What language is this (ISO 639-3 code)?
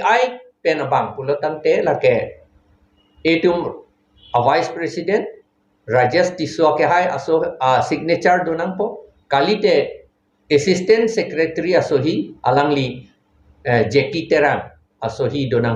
mjw